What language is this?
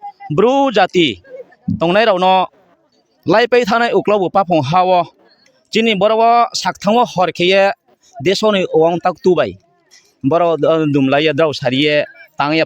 Riang (India)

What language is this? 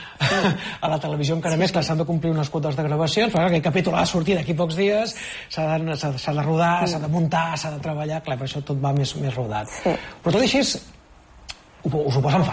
Catalan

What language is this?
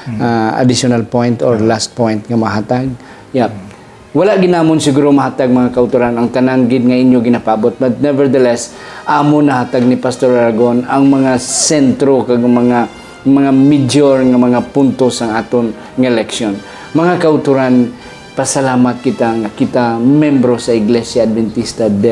Hiligaynon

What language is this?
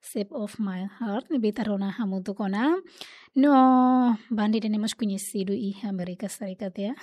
Tetum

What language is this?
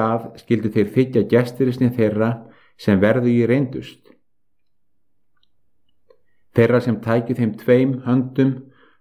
Icelandic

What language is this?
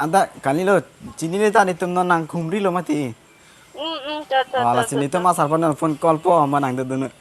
Karbi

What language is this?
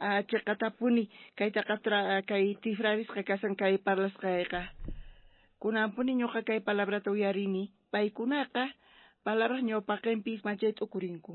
South Bolivian Quechua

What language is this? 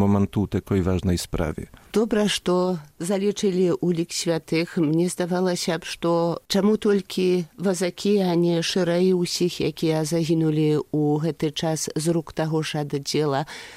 Belarusian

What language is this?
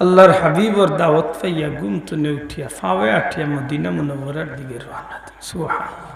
Sylheti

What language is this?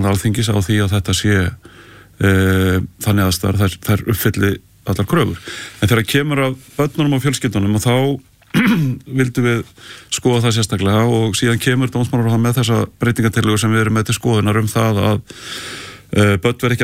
Icelandic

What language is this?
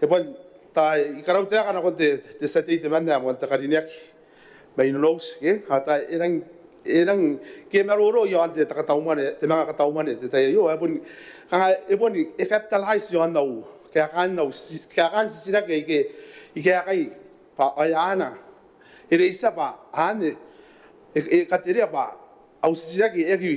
Gilbertese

